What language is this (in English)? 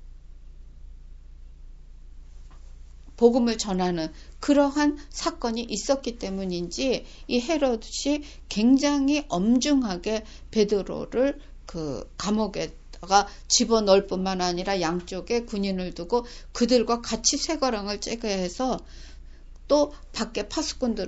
Korean